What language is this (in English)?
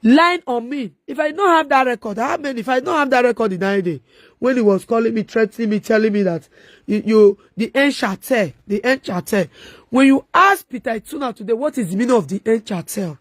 Nigerian Pidgin